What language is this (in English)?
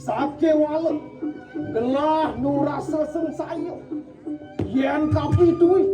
Balinese